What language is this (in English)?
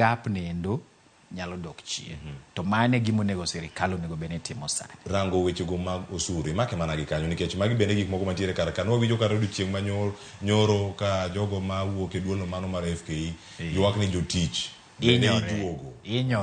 Luo (Kenya and Tanzania)